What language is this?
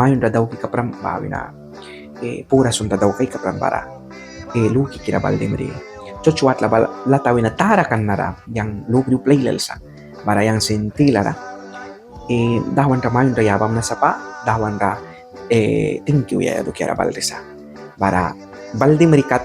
Mískito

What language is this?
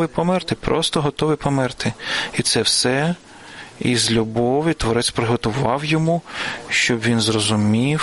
Ukrainian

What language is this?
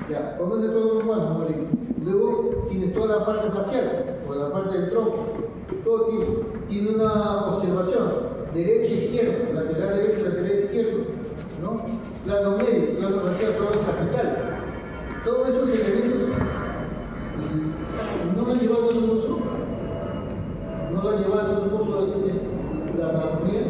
Spanish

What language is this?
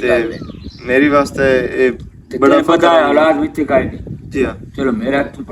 Western Panjabi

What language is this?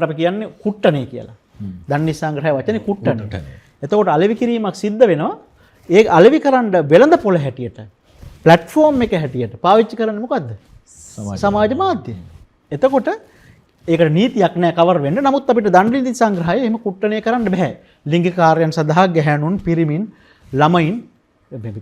Sinhala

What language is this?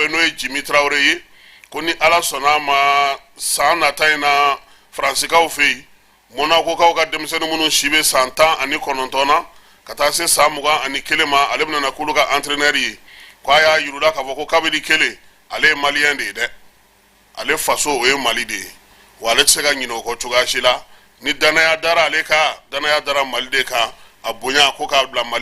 Bambara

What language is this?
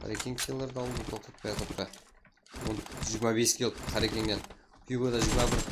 Kara-Kalpak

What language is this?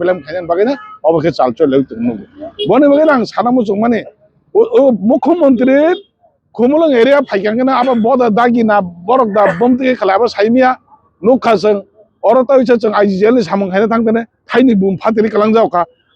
Kok Borok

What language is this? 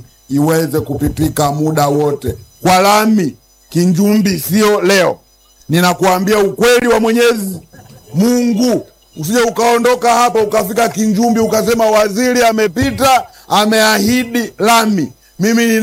Swahili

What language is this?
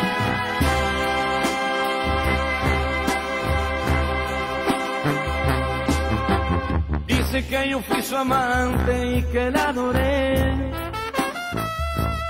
Spanish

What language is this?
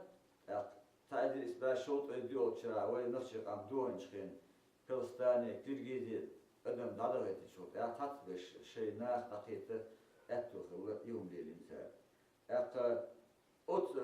Chechen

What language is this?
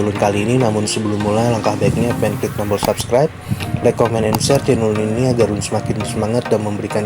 Banjar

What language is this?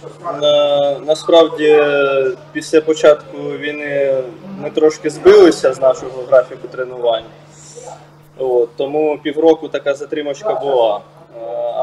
Ukrainian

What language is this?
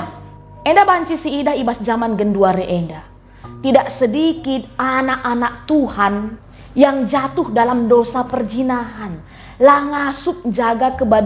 Batak Karo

